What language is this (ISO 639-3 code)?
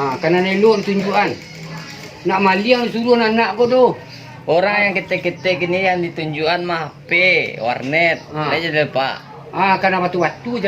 min